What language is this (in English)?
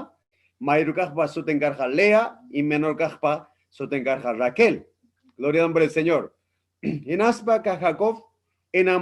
Ayacucho Quechua